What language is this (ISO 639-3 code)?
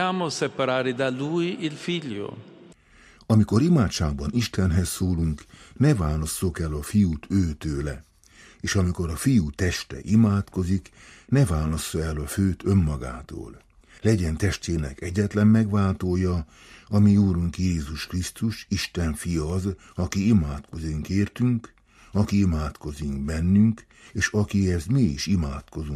hun